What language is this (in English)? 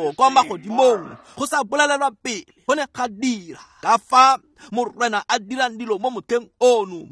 Tswana